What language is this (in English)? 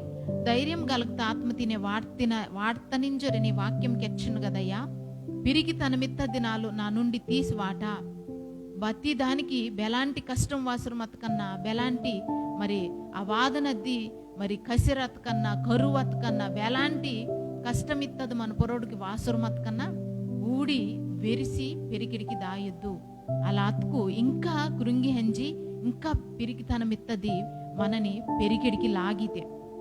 Koya